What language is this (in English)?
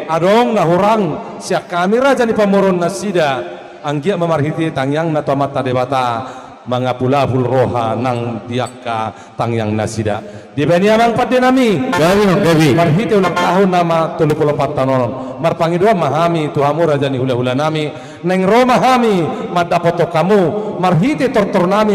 Batak Toba